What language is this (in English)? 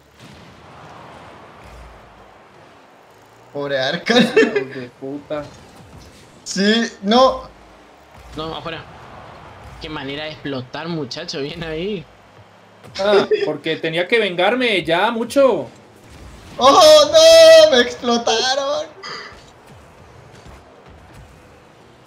Spanish